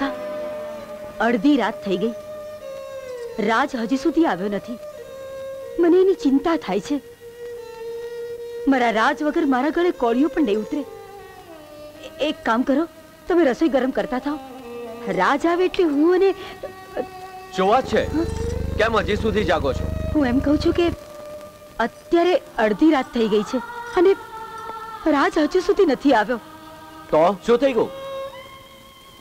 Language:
Gujarati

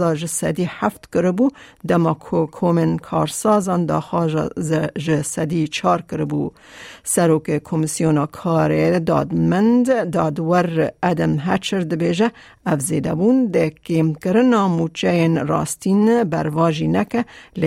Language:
Kurdish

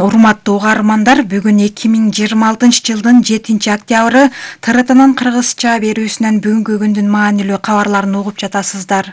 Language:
Kyrgyz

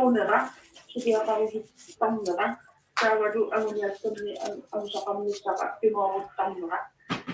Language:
Kalaallisut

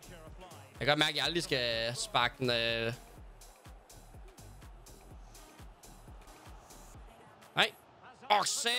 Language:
Danish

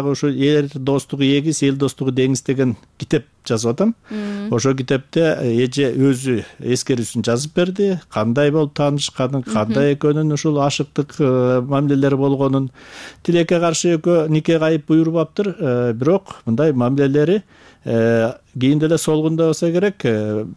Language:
Kyrgyz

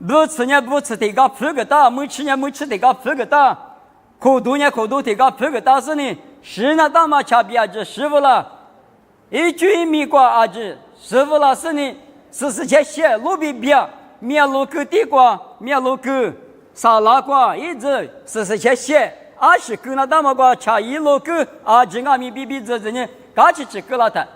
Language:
Lisu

